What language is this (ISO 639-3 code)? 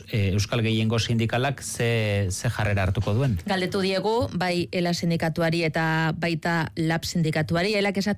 eus